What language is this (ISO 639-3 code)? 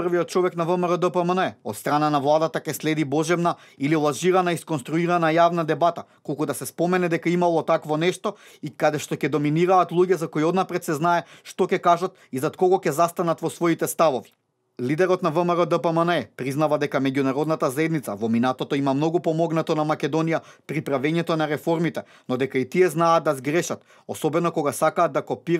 mkd